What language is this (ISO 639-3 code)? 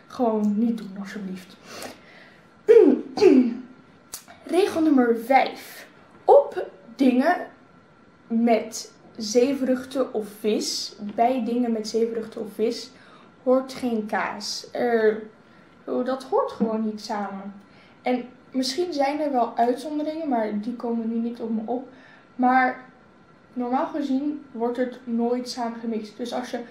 nld